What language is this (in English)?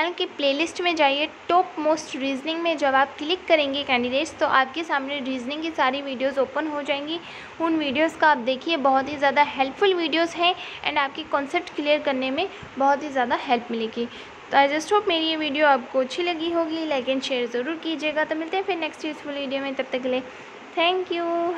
Hindi